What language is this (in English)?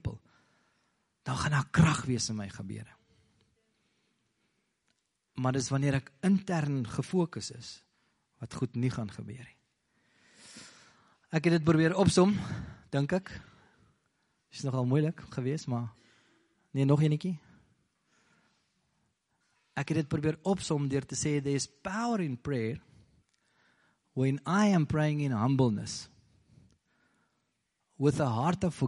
Afrikaans